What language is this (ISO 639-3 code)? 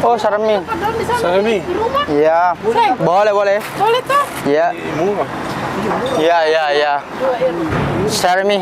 abs